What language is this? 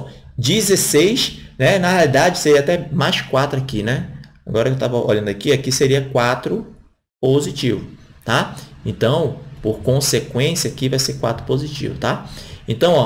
Portuguese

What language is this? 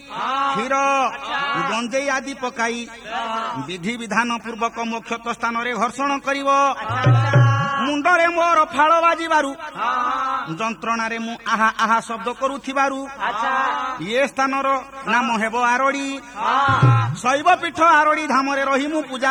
Odia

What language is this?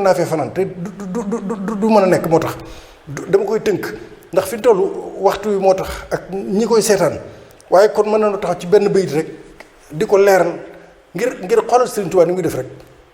Wolof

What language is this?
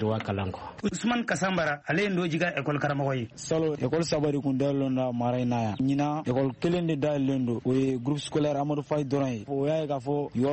Bambara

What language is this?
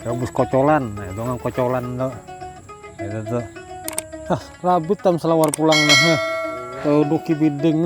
Banjar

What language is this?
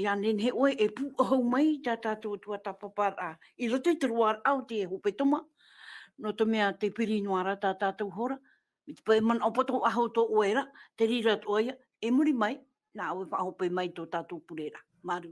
Tahitian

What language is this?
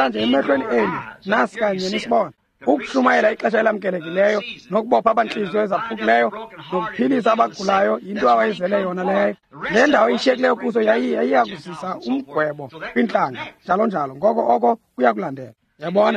Xhosa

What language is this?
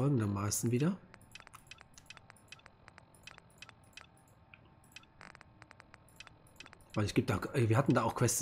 German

